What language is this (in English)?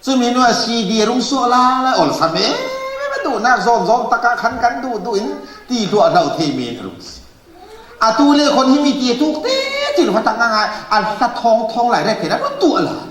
Falam Chin